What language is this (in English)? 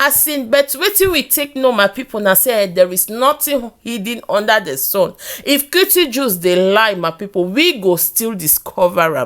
Nigerian Pidgin